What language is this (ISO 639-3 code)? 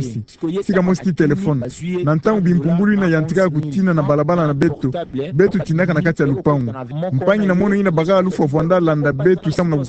ktu